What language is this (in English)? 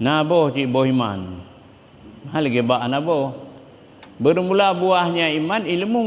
Achinese